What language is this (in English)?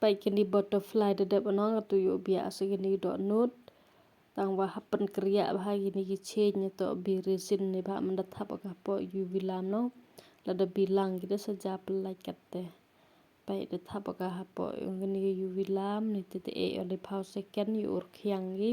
Khasi